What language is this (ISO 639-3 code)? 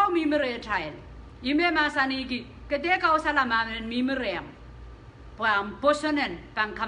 pon